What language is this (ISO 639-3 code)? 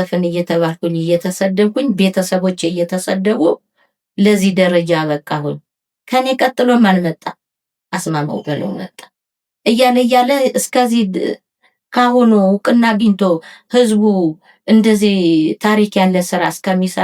amh